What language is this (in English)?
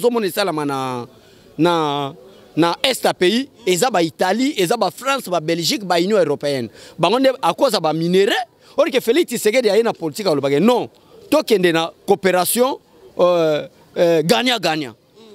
Lingala